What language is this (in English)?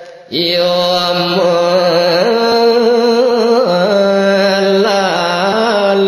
Balinese